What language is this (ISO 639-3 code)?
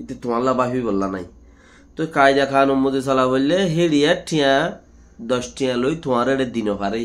rhg